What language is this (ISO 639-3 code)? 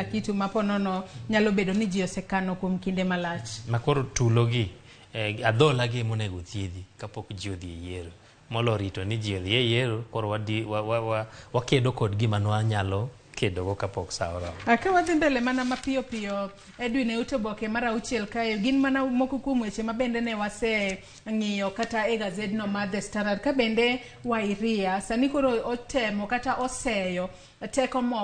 luo